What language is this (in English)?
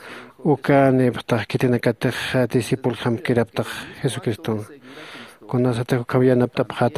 Aymara